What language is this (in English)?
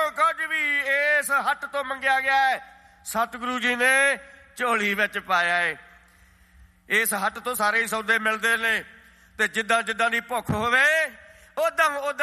Punjabi